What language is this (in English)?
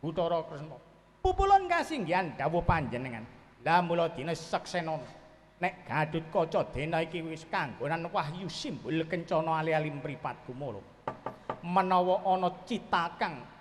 Javanese